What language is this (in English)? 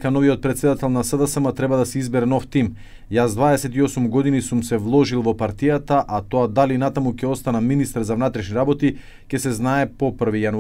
Macedonian